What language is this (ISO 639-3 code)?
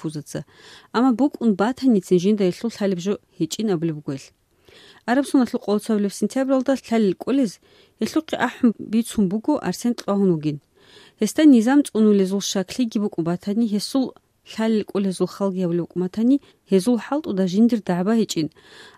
ava